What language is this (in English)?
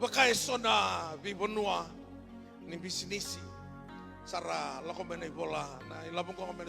Fijian